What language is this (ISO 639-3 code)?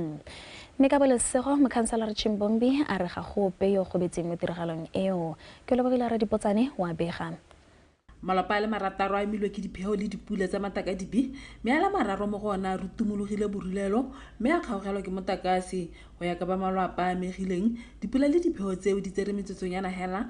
tsn